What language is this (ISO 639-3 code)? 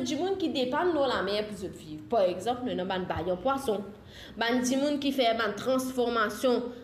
mfe